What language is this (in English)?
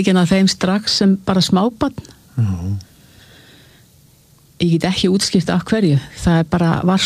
Icelandic